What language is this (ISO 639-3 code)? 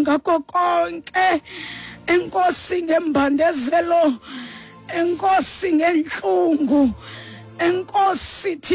xho